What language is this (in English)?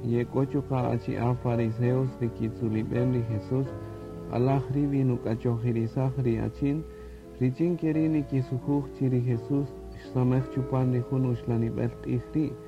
Kaqchikel